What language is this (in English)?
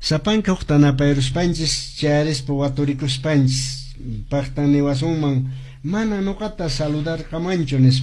Quechua